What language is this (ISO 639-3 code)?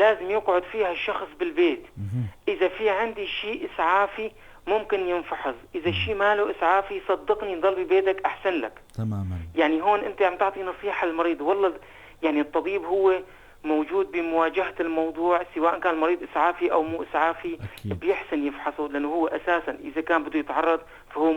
apc